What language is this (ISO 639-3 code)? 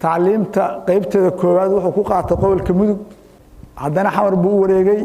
som